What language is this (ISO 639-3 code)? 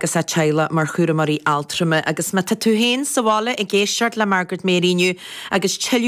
gle